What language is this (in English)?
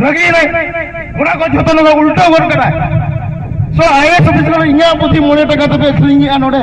Santali